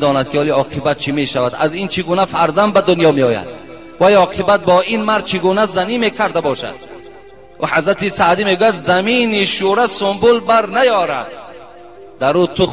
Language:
Tajik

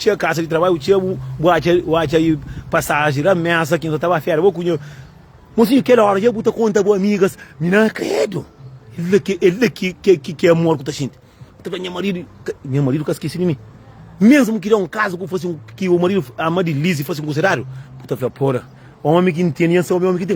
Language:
Kabuverdianu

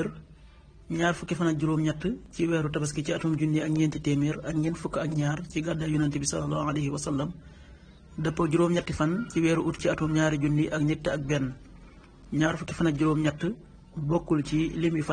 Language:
Wolof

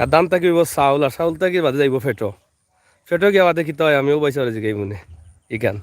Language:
Sylheti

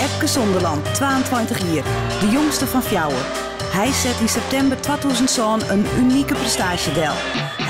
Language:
Western Frisian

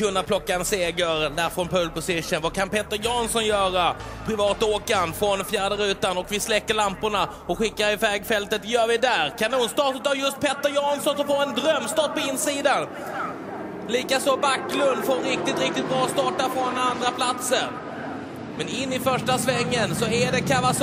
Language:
Swedish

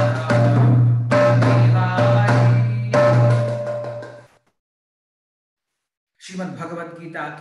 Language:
Tamil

